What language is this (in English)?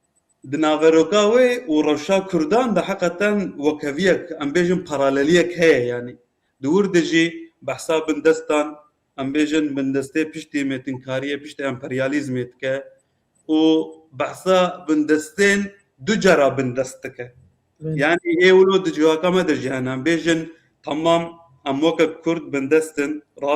Kurdish